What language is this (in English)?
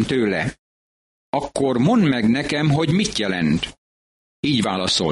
Hungarian